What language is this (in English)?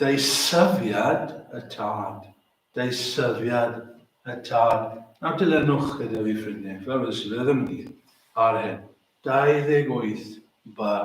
Welsh